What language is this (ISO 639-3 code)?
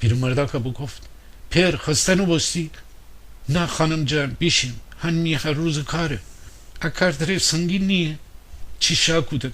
glk